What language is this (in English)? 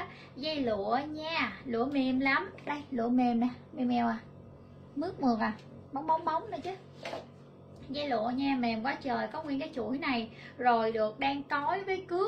Vietnamese